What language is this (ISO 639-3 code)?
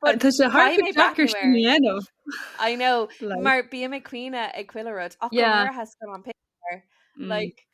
gle